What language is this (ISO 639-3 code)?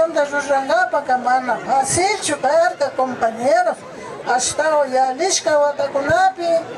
qvi